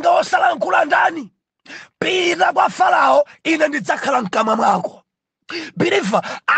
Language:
Nyanja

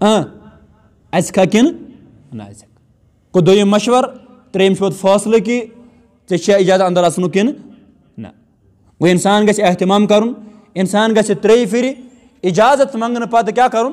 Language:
Kashmiri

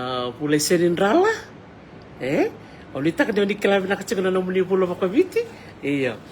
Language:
Fijian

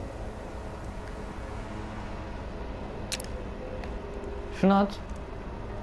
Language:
Turkish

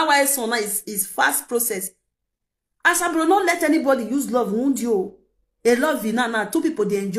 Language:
Nigerian Pidgin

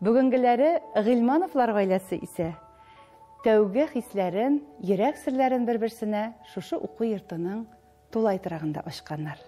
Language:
Tatar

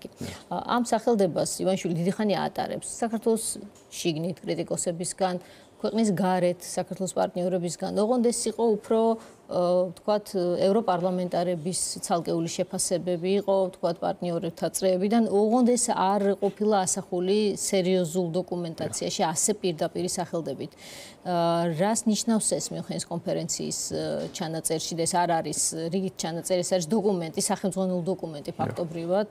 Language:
Georgian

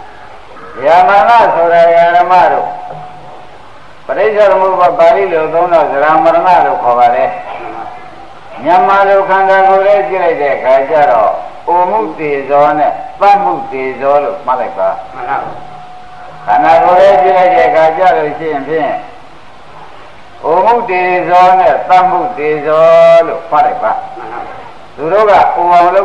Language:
Burmese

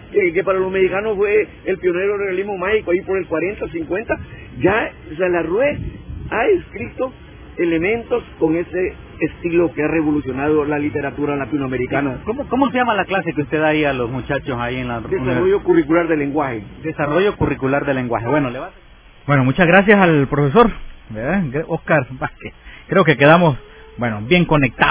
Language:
Spanish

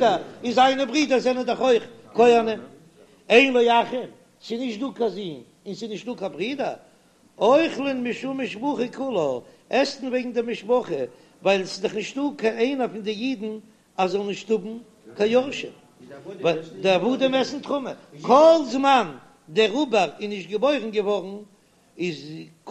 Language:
Yiddish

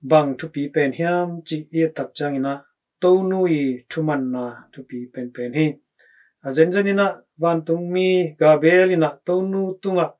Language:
Tedim Chin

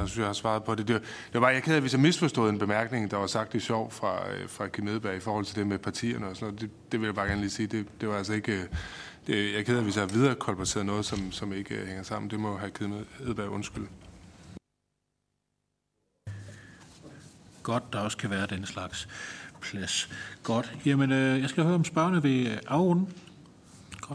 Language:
Danish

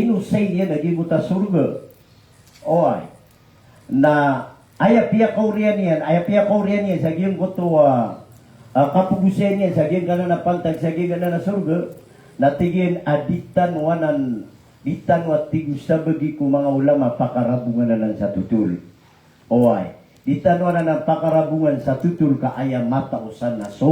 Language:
Maranao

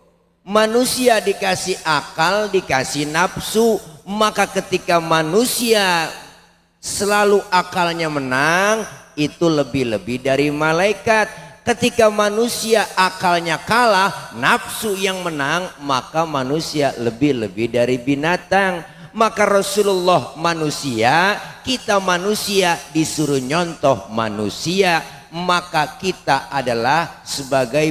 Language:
Betawi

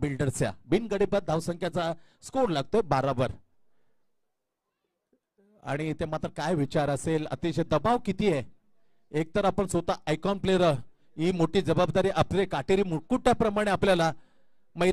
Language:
Marathi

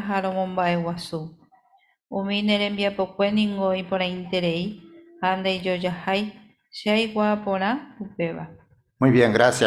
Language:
Guarani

